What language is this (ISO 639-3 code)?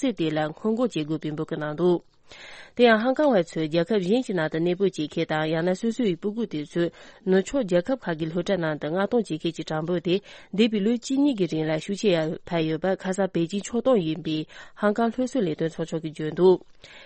bod